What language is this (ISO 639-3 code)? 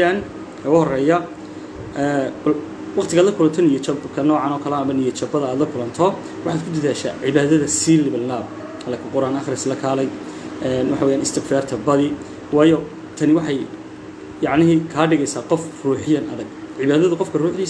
som